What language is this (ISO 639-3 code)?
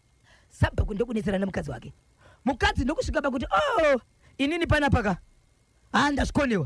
sna